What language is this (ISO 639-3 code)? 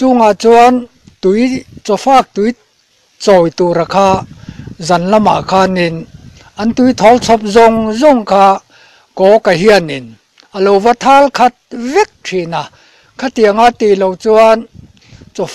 lus